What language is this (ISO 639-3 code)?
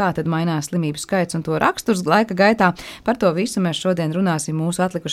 lav